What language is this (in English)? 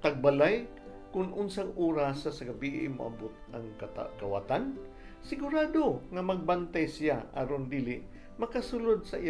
Cebuano